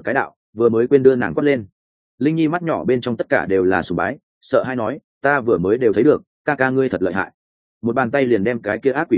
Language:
Vietnamese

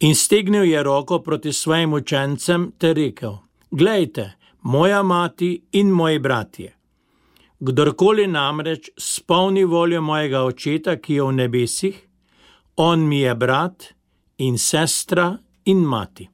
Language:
Slovenian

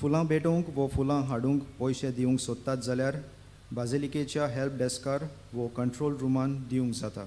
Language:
Konkani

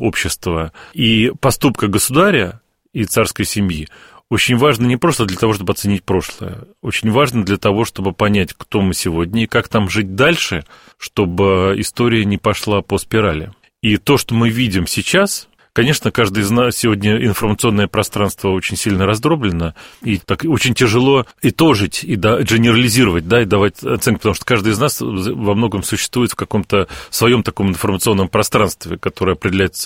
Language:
Russian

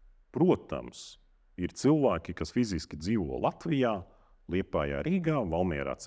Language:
Latvian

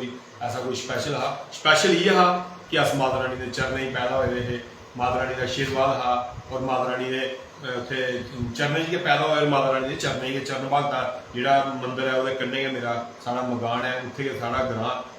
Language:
Dogri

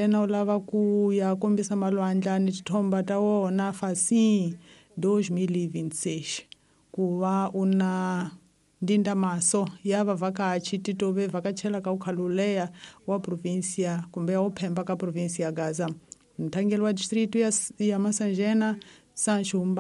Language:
Tsonga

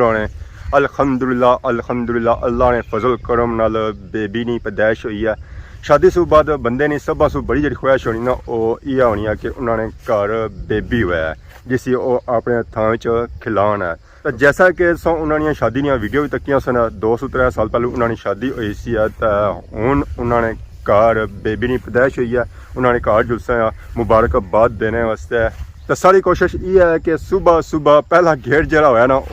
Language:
Pahari-Potwari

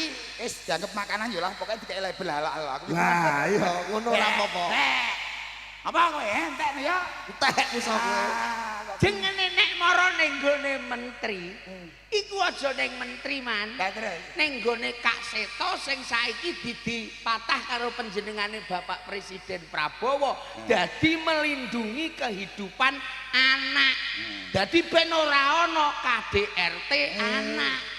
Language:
Javanese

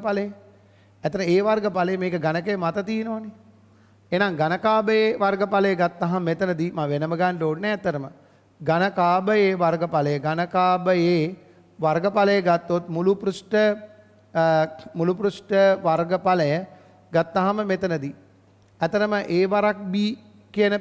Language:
Sinhala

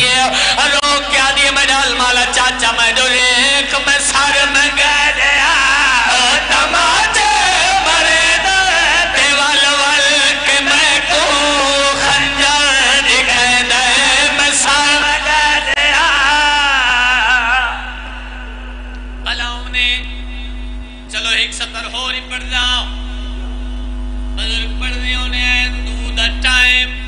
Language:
Urdu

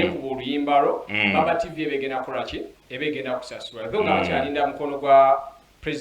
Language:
Soga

